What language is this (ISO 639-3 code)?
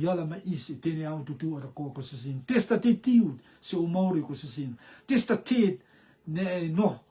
rtm